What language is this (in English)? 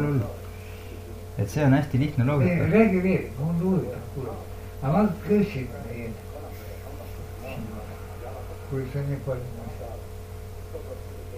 Estonian